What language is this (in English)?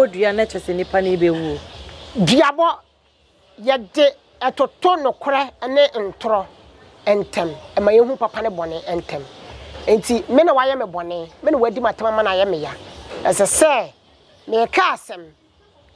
Akan